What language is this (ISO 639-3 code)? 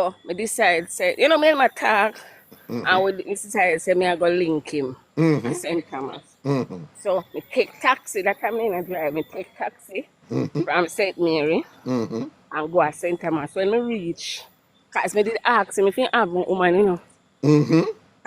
jam